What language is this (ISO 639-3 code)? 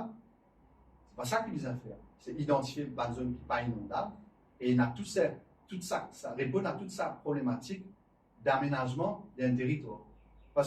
mfe